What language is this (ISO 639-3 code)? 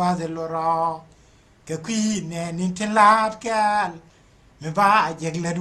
nus